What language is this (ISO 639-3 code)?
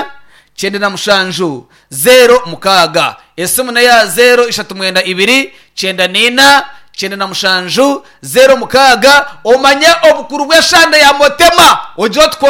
nyn